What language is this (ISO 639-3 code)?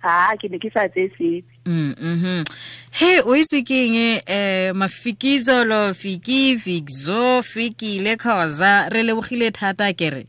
tsn